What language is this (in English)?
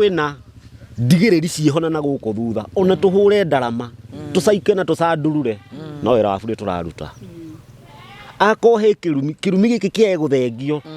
Kikuyu